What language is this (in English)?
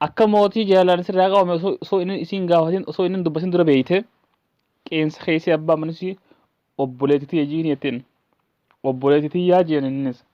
Oromo